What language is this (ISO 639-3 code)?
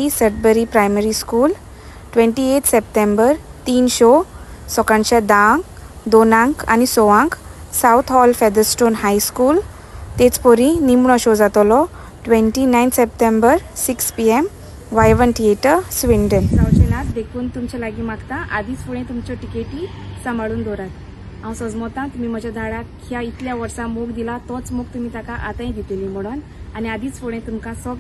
kok